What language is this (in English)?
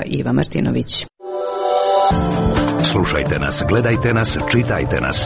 Croatian